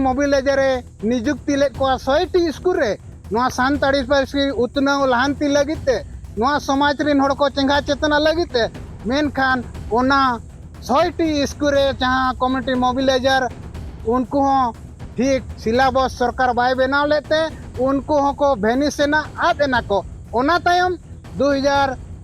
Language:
Santali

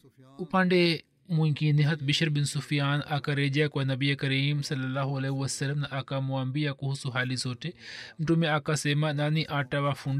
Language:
Swahili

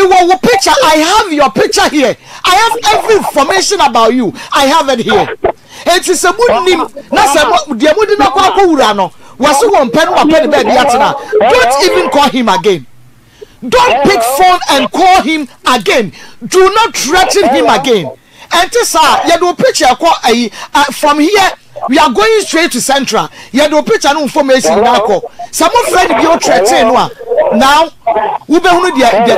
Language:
Akan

